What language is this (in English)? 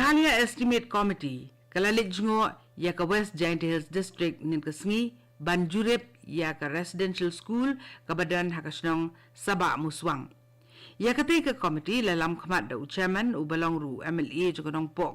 Khasi